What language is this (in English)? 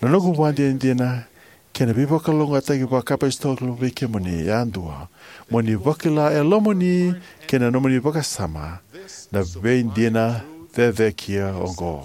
Fijian